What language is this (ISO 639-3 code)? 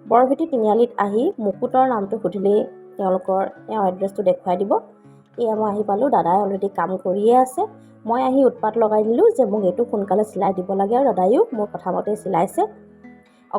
asm